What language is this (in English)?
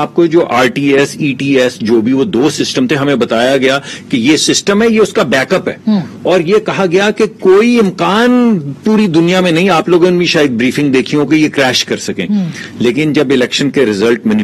Urdu